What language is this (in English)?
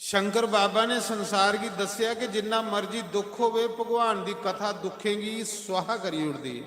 Dogri